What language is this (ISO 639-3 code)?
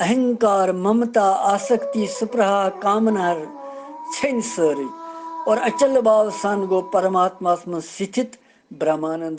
kas